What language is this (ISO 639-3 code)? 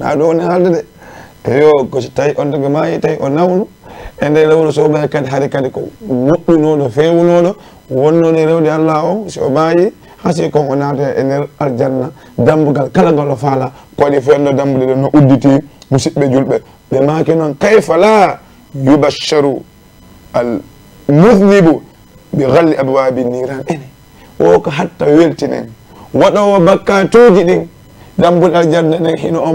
ful